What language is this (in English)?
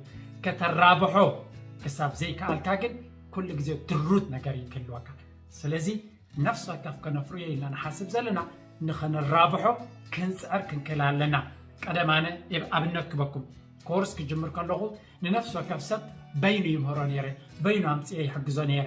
Tigrinya